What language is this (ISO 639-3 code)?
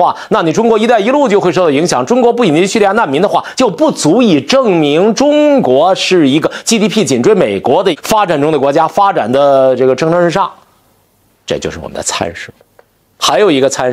zho